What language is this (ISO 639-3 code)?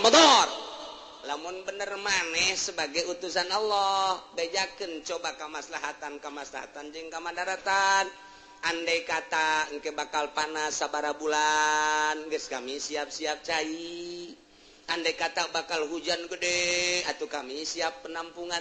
sun